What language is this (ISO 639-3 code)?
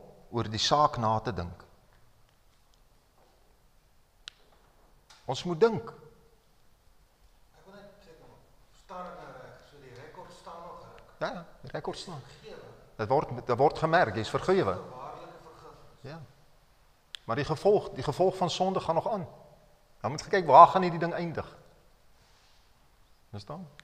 afr